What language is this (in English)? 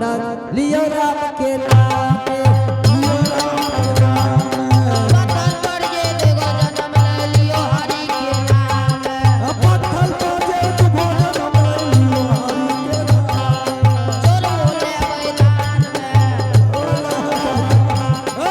Angika